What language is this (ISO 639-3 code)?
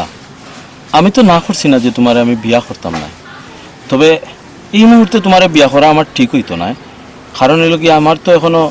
syl